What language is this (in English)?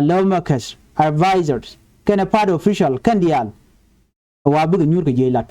Nuer